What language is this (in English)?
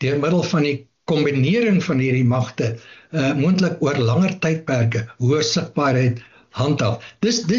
Afrikaans